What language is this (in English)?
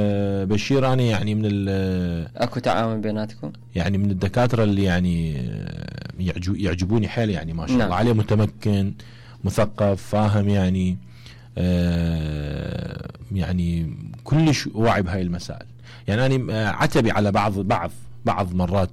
Mesopotamian Arabic